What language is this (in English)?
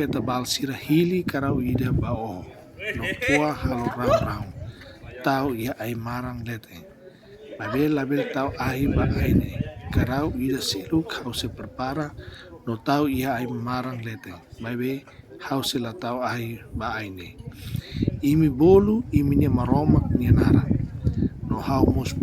Tetum